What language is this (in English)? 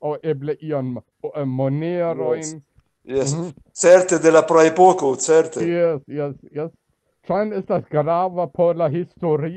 Esperanto